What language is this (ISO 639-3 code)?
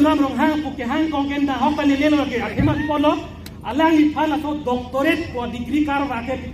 mjw